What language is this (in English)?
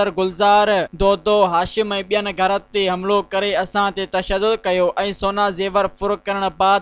Sindhi